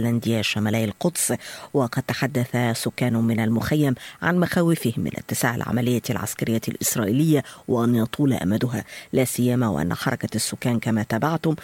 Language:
Arabic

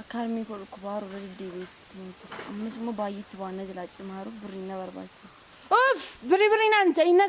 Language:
Oromo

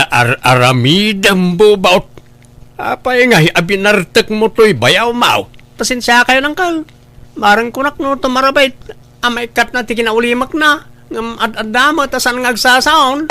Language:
Iloko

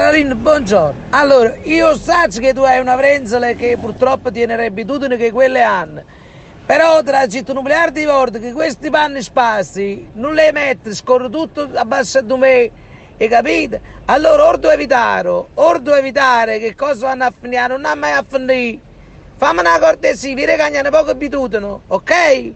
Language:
Neapolitan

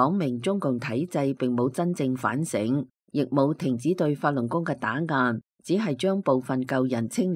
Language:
Cantonese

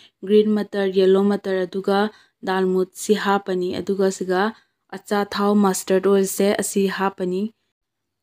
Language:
Manipuri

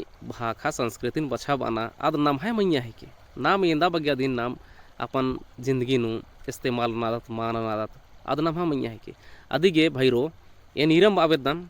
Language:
Kurukh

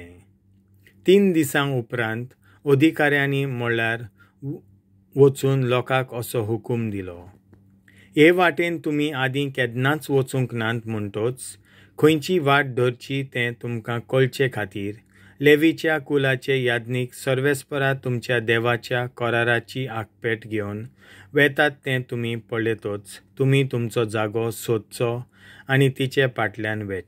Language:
Konkani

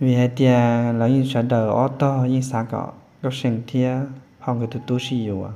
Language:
Hmong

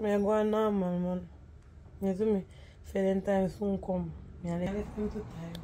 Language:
Jamaican Creole English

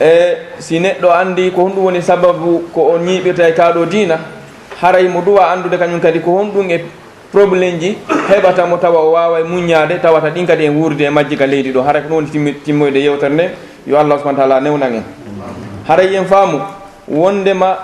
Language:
Fula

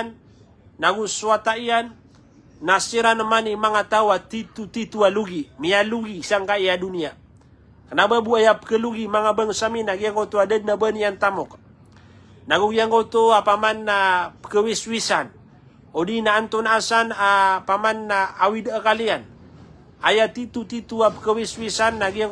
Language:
Maranao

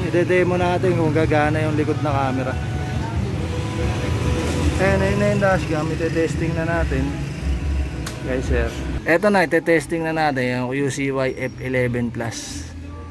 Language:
Filipino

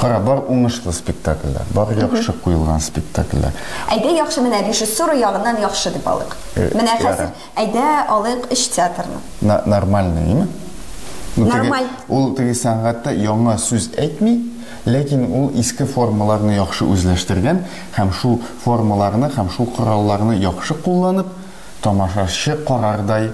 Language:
Tatar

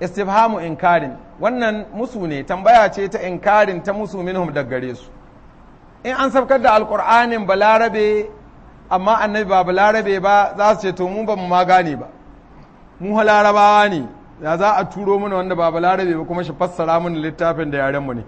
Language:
Hausa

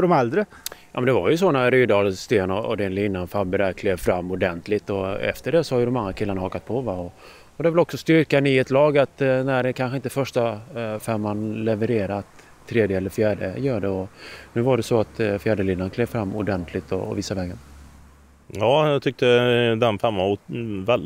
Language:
Swedish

